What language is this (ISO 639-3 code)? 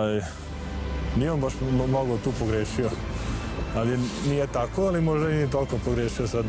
srp